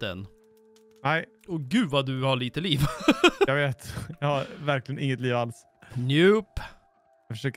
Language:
Swedish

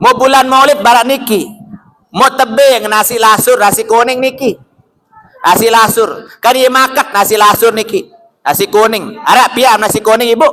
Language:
Sasak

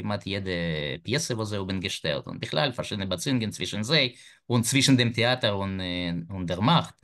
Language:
Yiddish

